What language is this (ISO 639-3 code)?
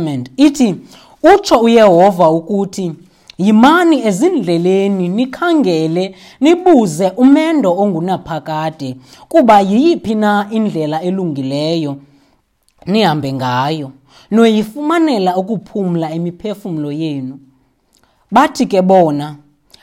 xho